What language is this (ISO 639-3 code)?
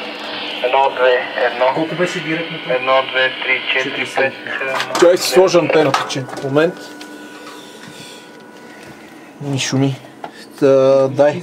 bul